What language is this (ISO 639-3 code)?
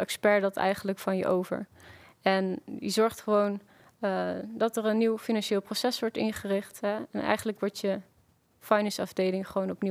nld